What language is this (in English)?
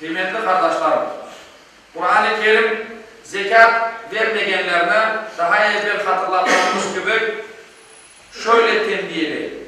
Crimean Tatar